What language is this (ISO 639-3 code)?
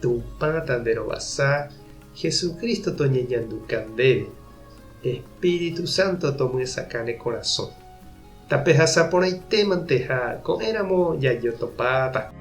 grn